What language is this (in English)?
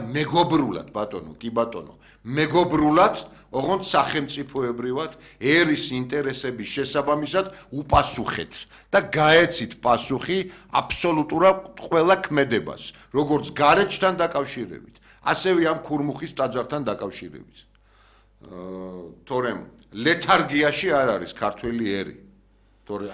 Georgian